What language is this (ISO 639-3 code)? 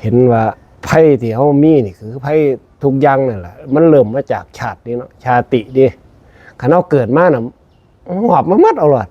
tts